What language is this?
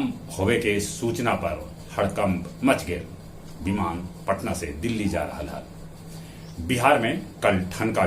Magahi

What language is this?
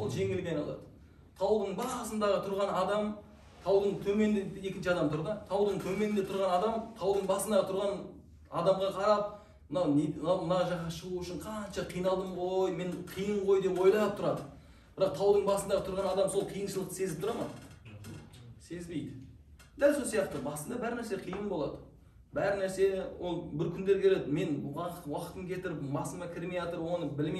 Kazakh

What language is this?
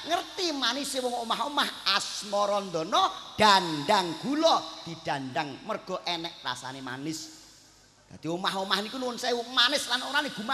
Javanese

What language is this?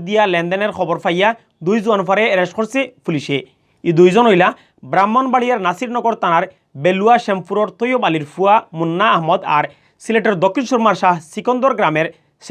Sylheti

